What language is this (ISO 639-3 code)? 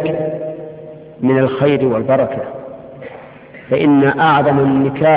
ara